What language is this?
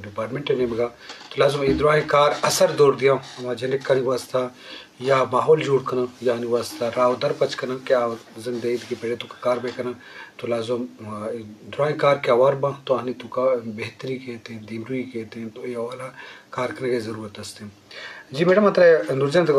Eastern Balochi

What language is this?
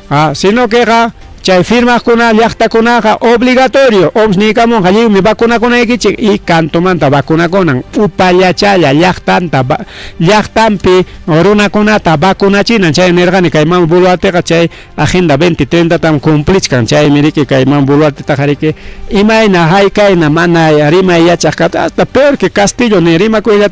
Ayacucho Quechua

